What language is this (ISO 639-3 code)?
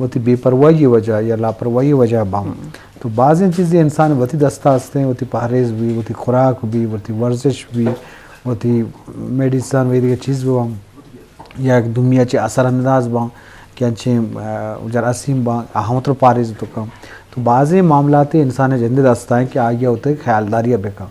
bgp